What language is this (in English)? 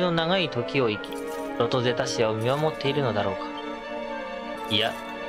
Japanese